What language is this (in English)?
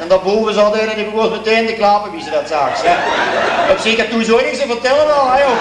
Limburgish